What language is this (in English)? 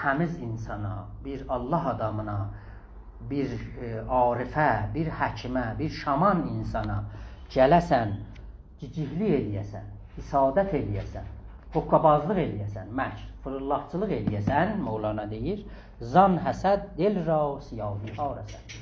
South Azerbaijani